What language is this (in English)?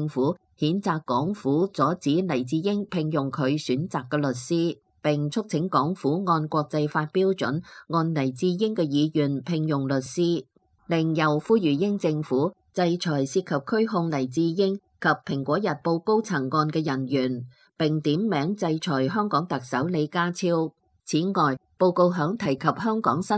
Cantonese